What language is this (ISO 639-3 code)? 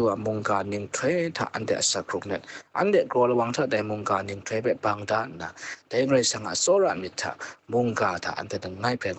kac